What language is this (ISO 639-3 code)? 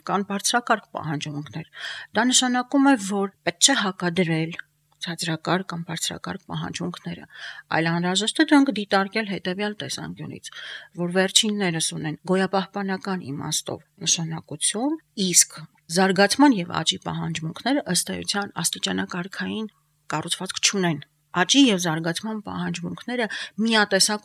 hye